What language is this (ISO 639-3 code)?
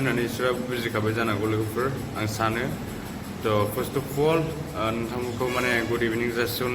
brx